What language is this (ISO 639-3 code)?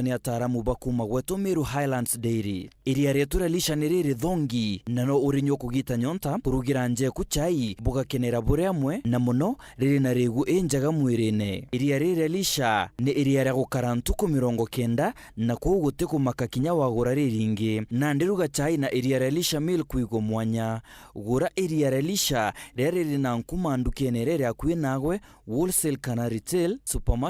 mer